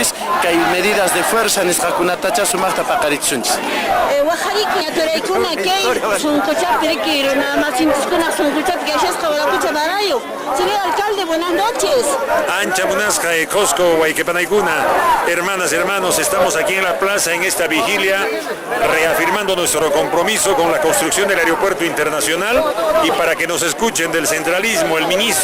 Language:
Quechua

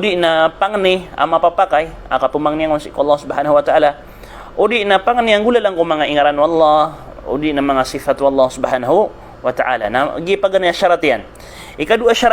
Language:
Maranao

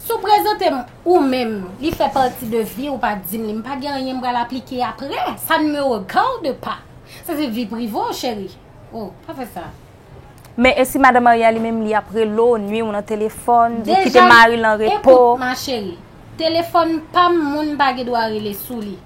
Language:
Haitian Creole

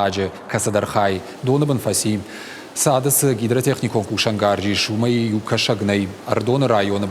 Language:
Ossetic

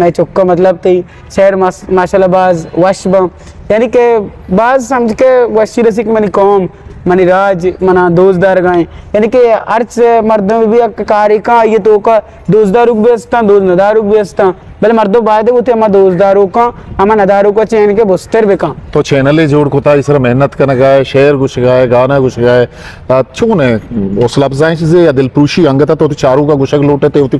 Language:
Eastern Balochi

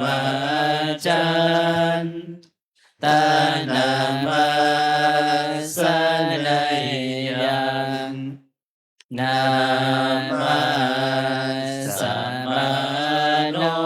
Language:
Pali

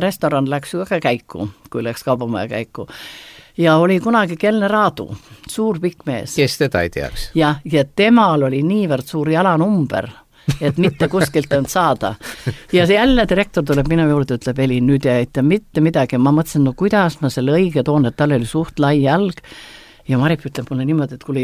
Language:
Estonian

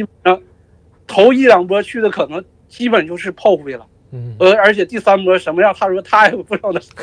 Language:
Chinese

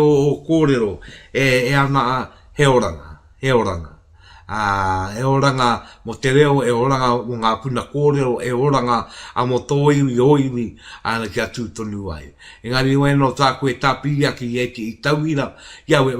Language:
Māori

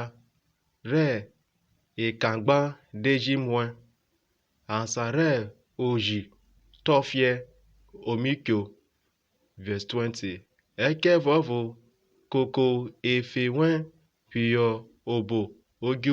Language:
Urhobo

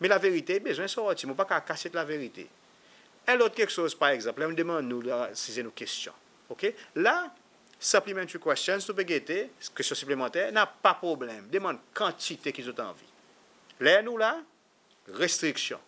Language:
Seselwa Creole French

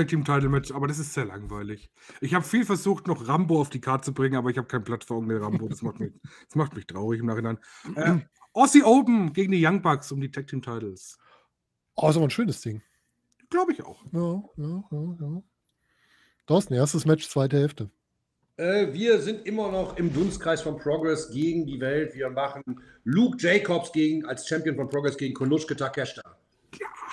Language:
German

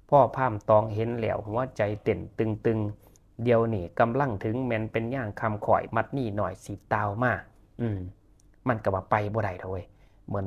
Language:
Northeastern Thai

